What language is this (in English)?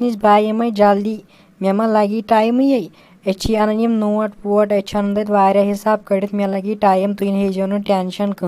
Kashmiri